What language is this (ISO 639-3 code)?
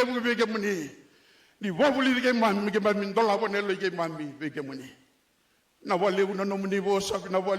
fij